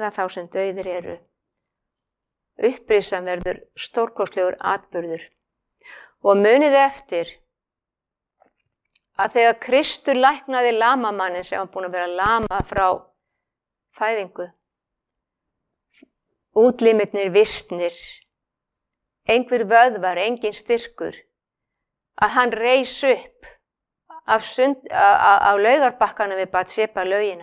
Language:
Icelandic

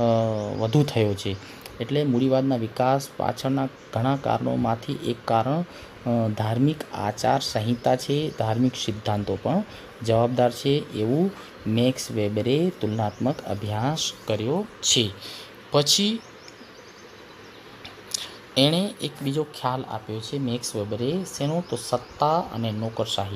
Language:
Gujarati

